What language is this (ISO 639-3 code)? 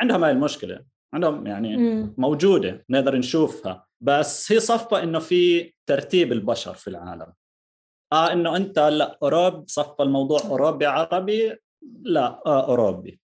apc